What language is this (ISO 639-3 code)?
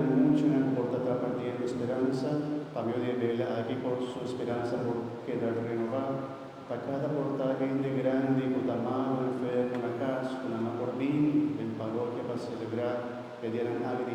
pap